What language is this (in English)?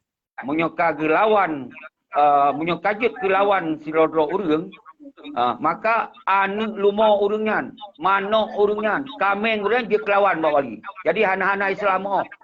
Achinese